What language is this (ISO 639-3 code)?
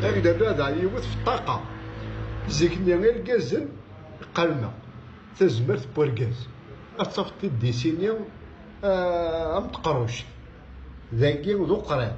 kab